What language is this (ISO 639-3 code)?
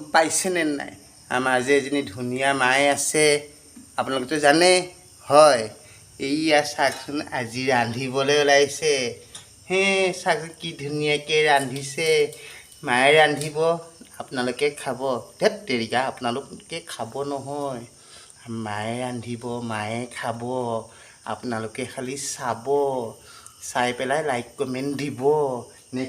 asm